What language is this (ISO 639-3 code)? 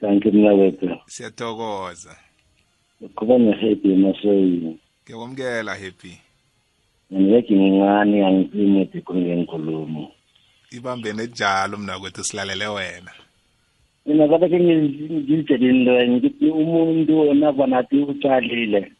nbl